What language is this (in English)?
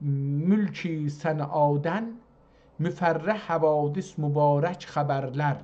South Azerbaijani